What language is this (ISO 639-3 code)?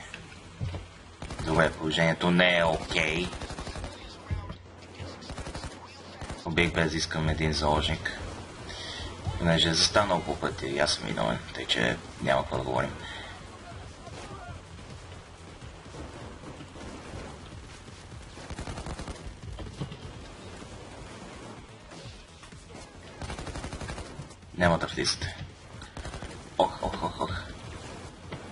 bul